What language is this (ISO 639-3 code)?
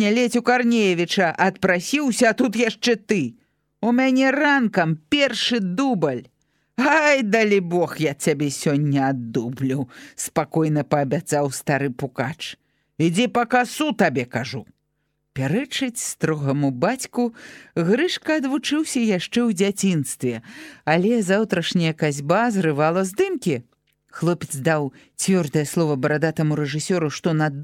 bel